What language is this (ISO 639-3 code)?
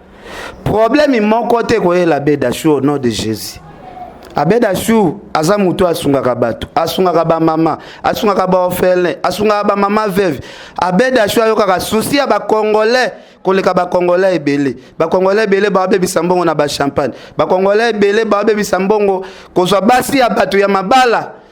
lin